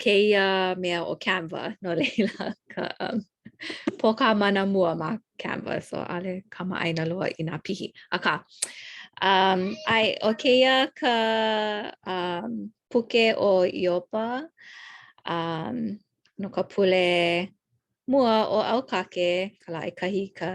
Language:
Hawaiian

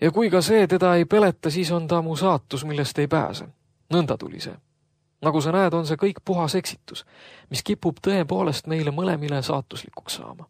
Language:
Estonian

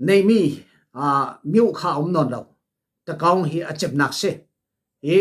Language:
Falam Chin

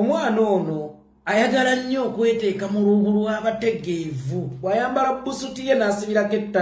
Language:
Ganda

